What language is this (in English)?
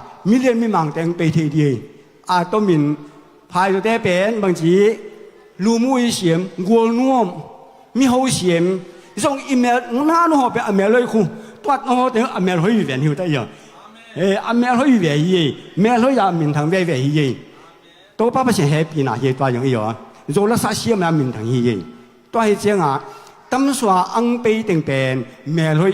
Tedim Chin